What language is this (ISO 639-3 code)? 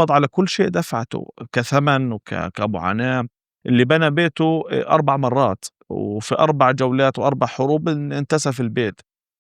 apc